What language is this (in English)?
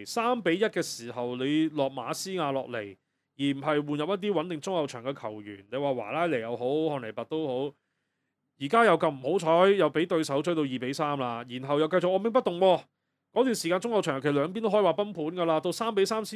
Cantonese